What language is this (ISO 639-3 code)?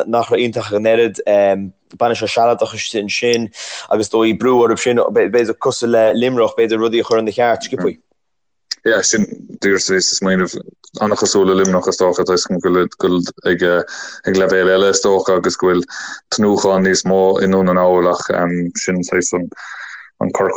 gle